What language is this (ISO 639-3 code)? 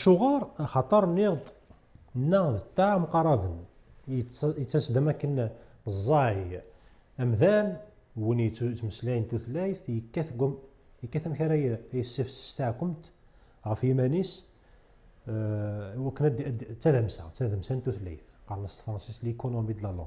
kab